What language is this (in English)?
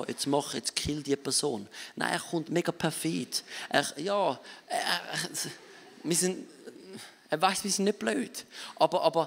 Swiss German